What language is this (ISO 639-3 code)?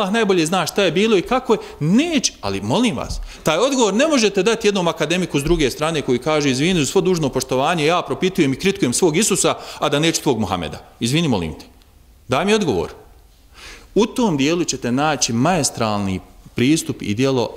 bos